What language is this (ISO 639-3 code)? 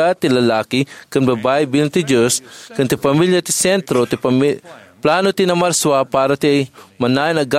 ilo